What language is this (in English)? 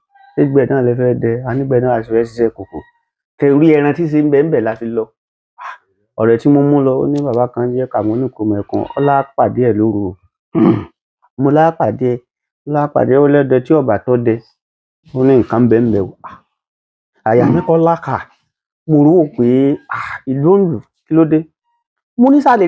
Yoruba